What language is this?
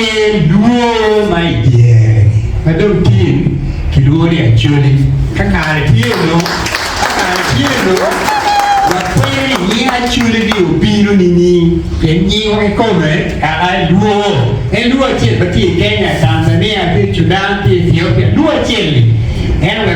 Acoli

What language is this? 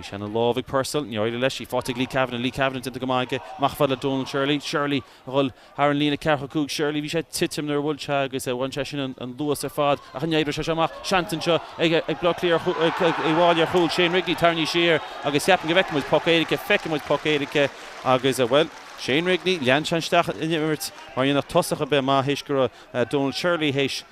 Irish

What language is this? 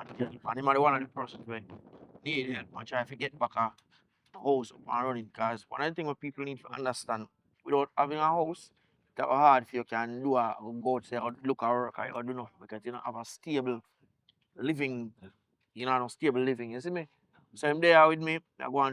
Jamaican Creole English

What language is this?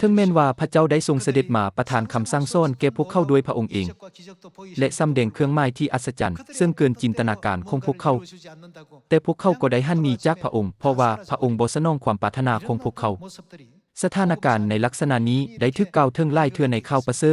Lao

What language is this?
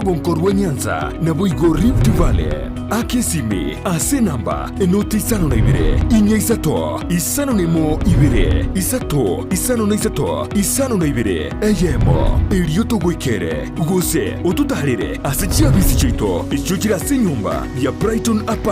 Gusii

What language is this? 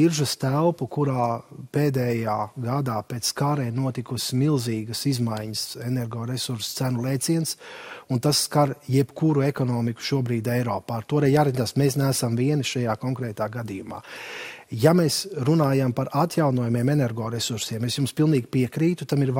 Latvian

